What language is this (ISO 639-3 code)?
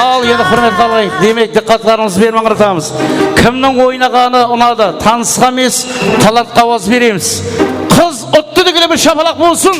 kaa